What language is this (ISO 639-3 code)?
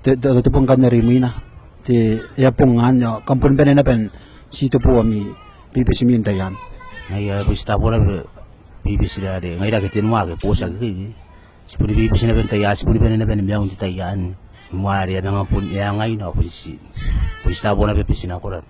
gil